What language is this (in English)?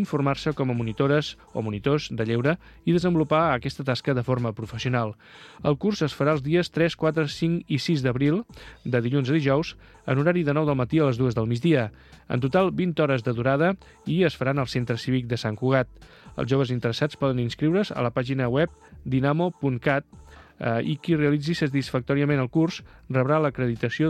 Catalan